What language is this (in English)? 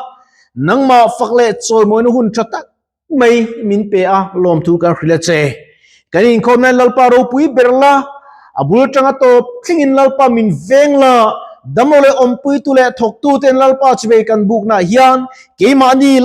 Mizo